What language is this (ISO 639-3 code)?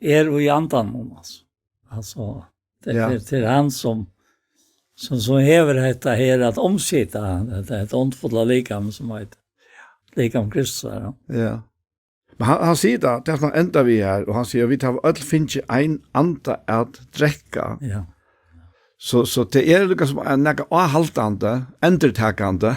fao